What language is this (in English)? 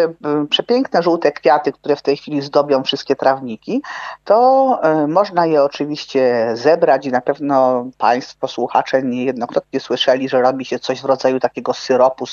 Polish